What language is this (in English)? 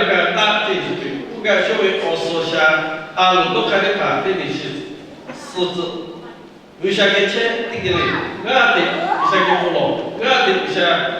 Lahu